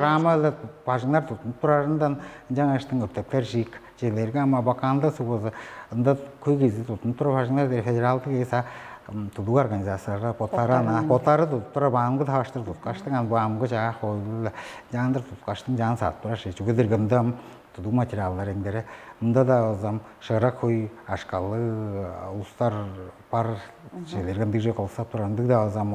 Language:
Tuvinian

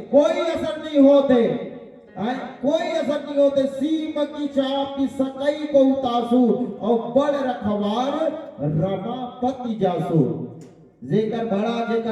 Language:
Chhattisgarhi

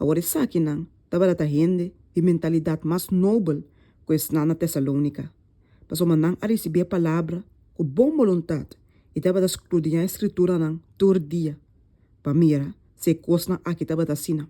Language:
Papiamento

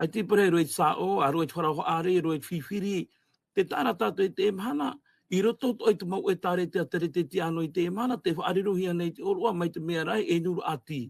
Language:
Tahitian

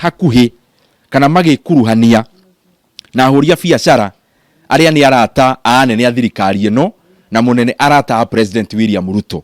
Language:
Kikuyu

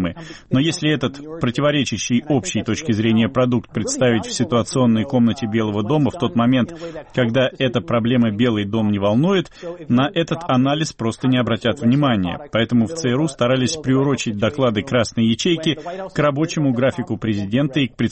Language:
Russian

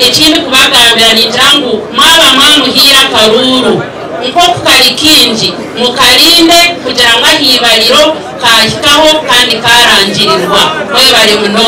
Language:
Nyankole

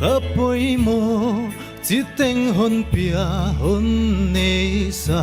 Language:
Paite Chin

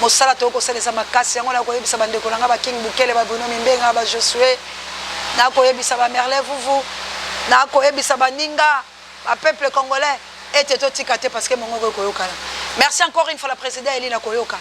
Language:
Lingala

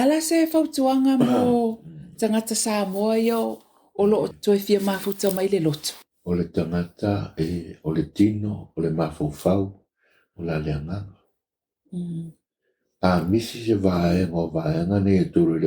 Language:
Samoan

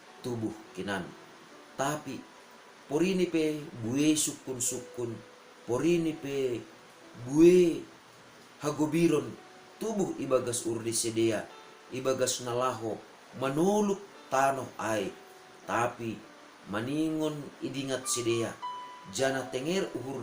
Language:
Batak Simalungun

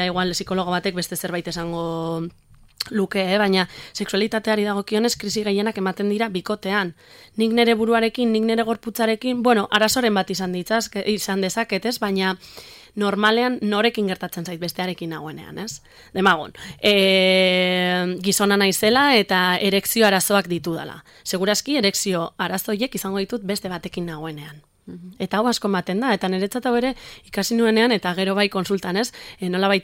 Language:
Basque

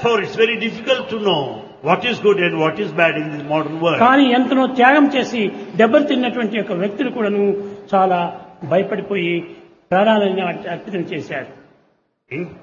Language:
Telugu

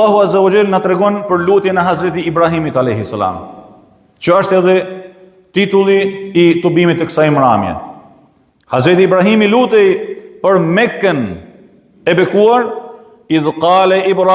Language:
Albanian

